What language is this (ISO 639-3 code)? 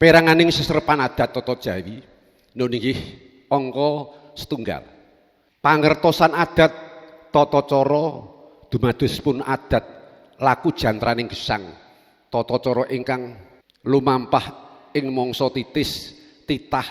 jav